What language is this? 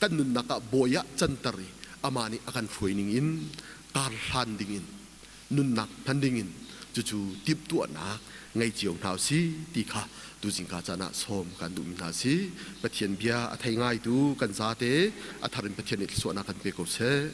Hakha Chin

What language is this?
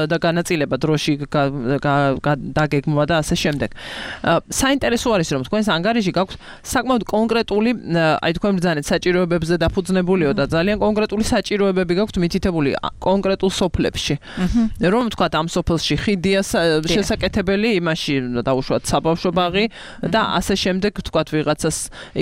Georgian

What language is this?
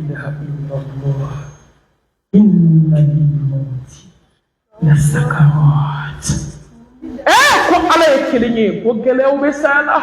Bambara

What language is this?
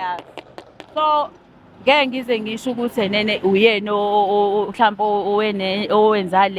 Zulu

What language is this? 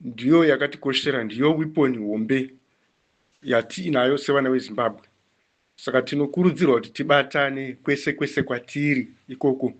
Shona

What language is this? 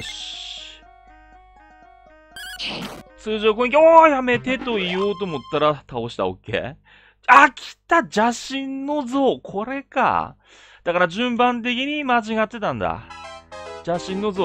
Japanese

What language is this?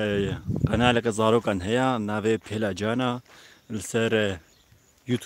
Kurdish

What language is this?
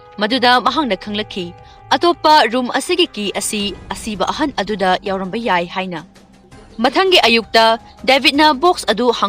Manipuri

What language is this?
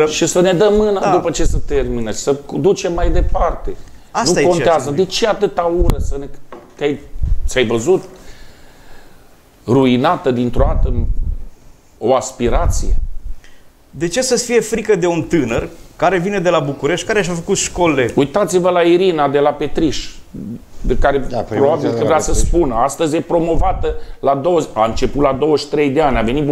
Romanian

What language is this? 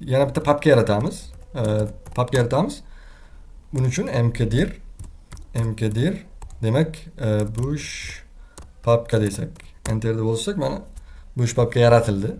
Uzbek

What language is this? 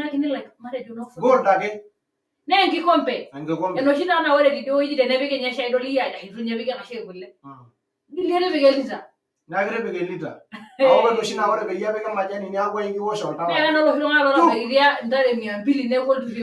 Masai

